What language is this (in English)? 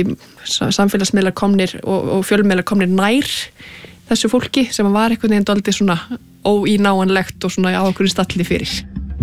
Icelandic